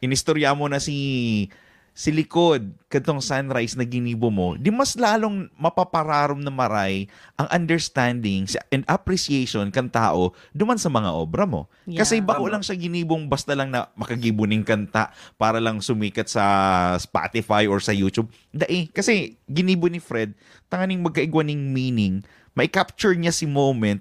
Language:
Bikol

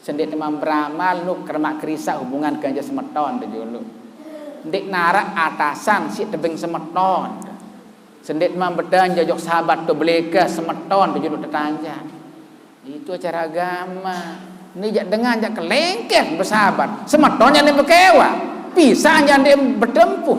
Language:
Sasak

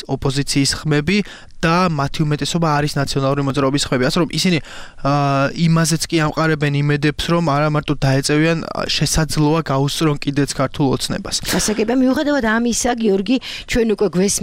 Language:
Georgian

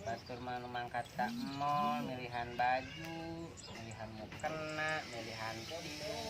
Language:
Sundanese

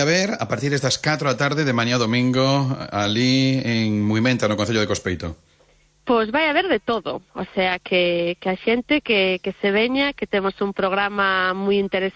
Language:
Galician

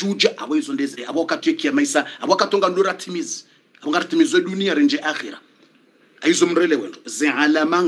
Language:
Swahili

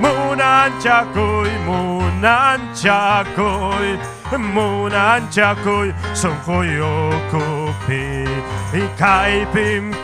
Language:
Ayacucho Quechua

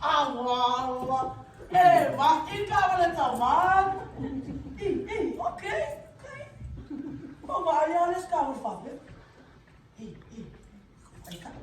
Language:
Samoan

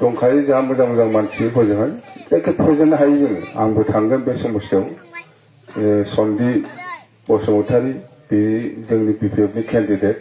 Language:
Bodo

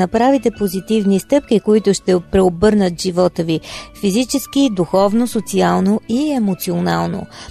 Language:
Bulgarian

